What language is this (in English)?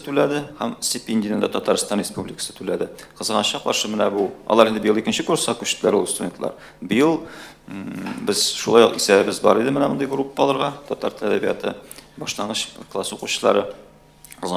Tatar